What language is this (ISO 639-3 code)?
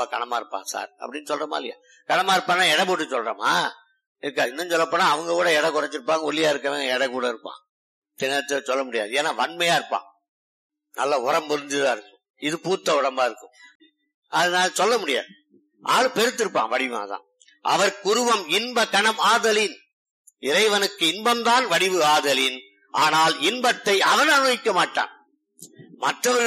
tam